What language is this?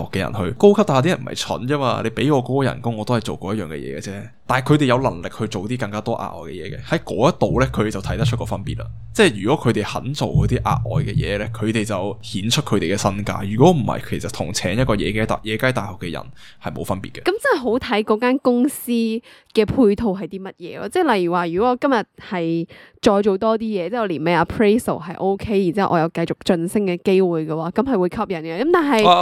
Cantonese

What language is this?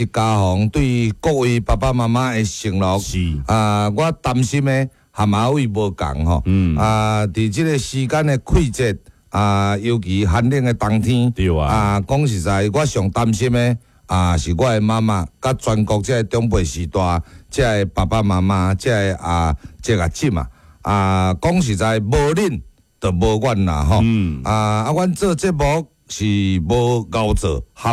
Min Nan Chinese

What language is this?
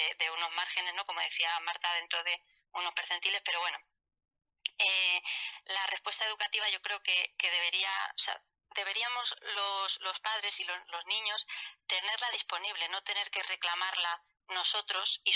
Spanish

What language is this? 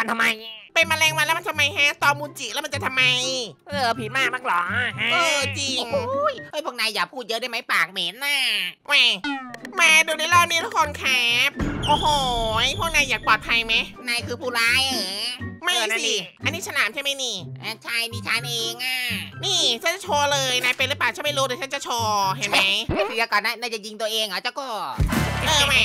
Thai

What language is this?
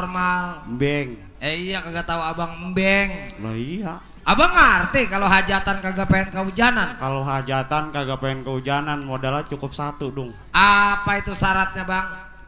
Betawi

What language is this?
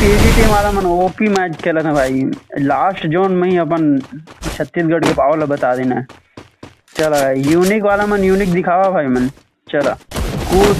Chhattisgarhi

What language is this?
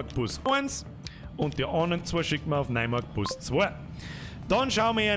Bavarian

